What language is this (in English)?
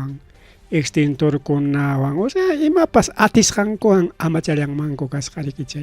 Ayacucho Quechua